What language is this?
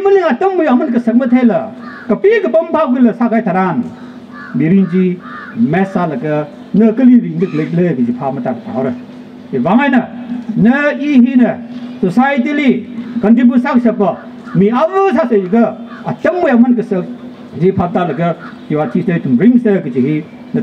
Tangkhul Naga (India)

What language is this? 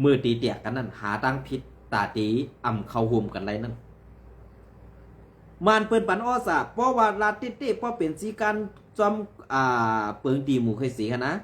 Shan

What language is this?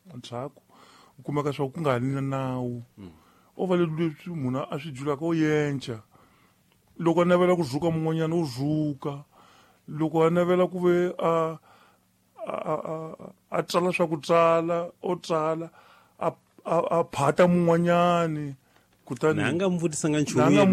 Tsonga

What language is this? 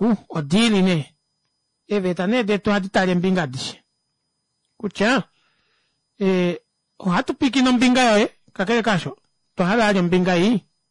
Kuanyama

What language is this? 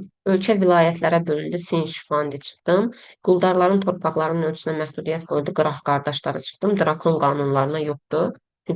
Azerbaijani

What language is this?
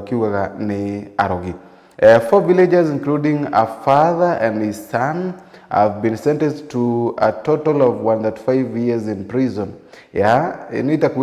Meru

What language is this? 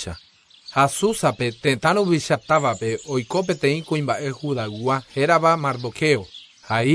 Guarani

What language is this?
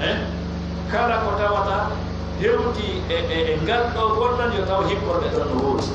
Pular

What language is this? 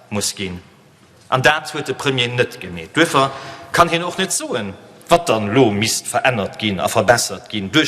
Luxembourgish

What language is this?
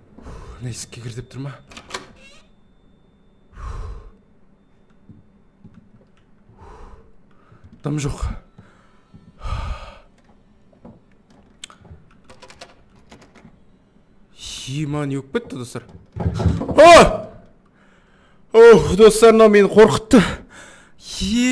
Kazakh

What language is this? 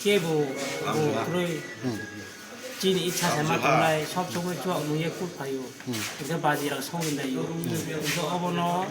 Kok Borok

